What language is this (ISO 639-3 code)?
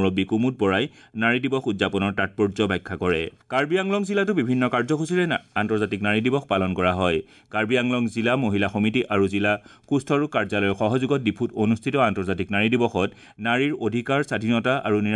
asm